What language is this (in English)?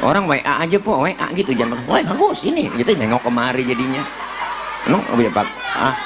Betawi